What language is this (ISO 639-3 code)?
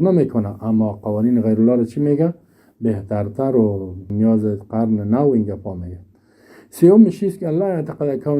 fas